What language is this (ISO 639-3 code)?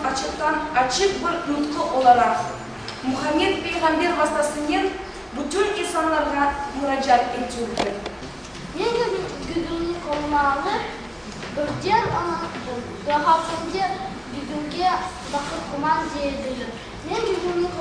crh